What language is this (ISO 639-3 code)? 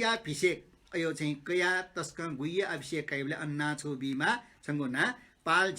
new